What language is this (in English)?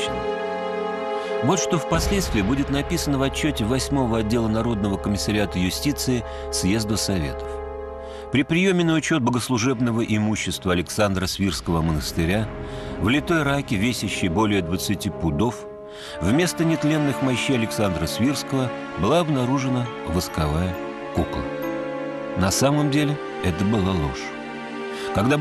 Russian